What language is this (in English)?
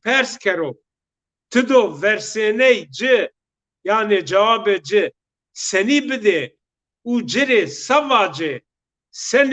Zaza